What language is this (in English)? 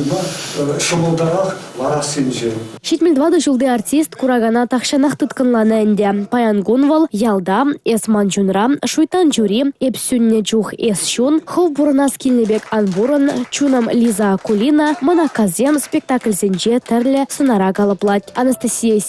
Chuvash